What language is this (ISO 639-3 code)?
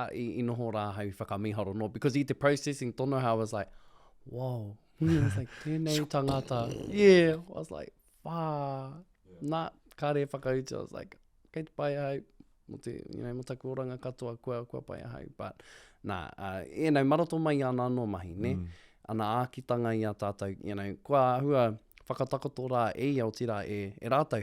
mri